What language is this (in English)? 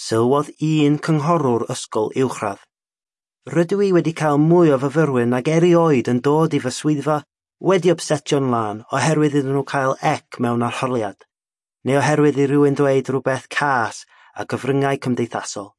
Welsh